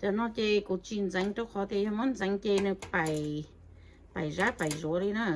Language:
Hmong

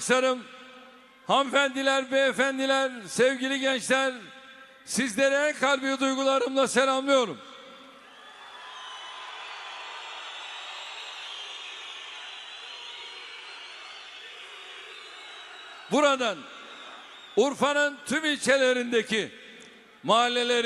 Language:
Turkish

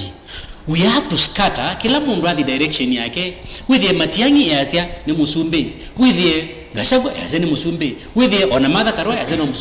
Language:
Kamba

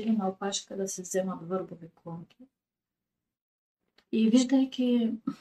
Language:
Bulgarian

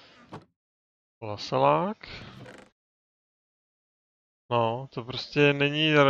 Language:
Czech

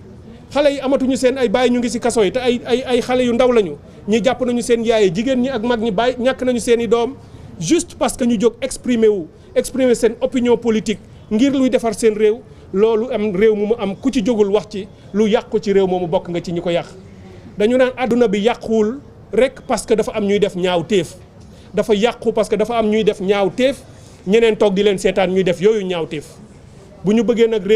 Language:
Wolof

